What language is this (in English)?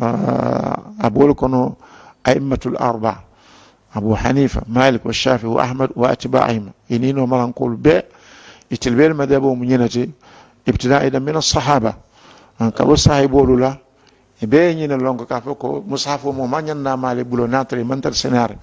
Mandingo